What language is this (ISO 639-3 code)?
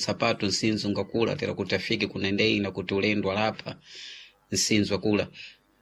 seh